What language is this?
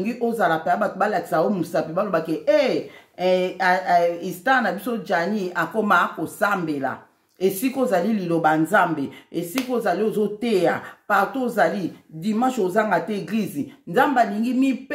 Lingala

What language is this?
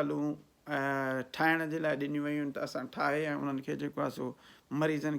Sindhi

